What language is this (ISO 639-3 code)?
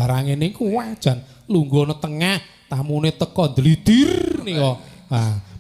jav